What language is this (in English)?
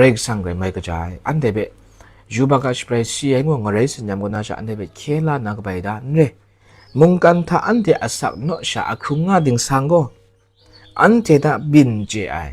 Kachin